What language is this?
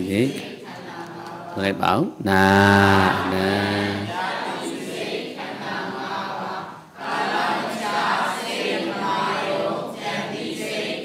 Burmese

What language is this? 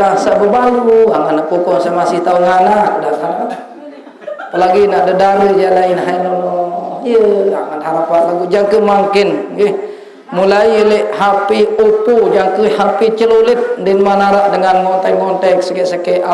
Sasak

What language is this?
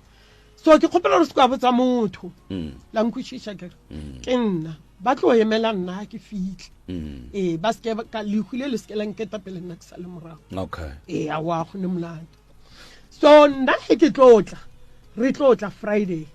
Northern Sotho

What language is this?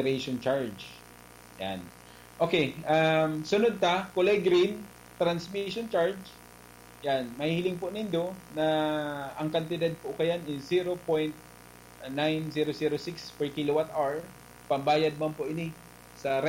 Bikol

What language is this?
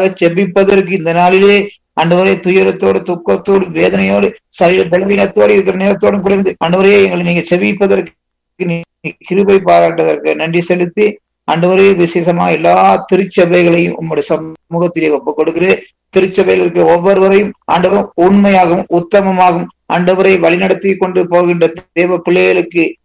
Tamil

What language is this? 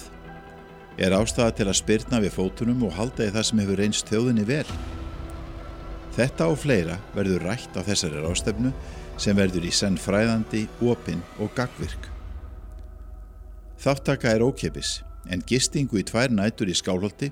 Icelandic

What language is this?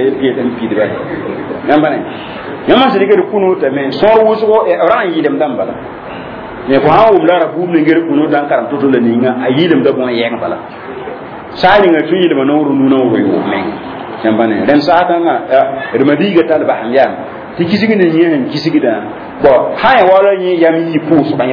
Mossi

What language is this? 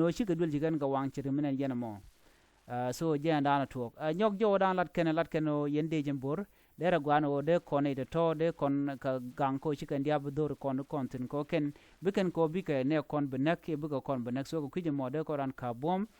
Nuer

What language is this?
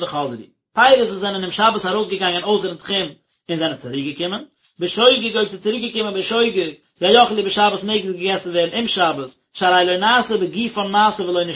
Yiddish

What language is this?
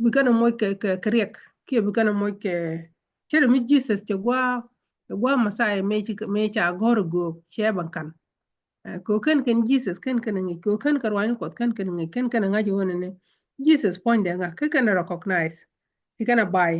Nuer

